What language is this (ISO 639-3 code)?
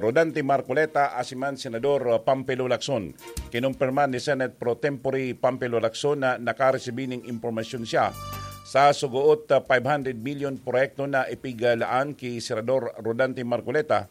bik